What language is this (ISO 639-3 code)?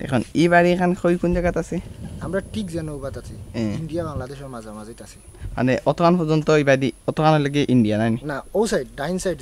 syl